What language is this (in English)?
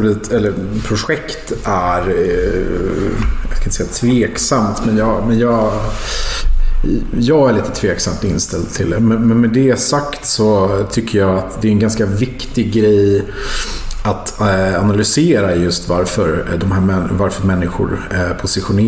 Swedish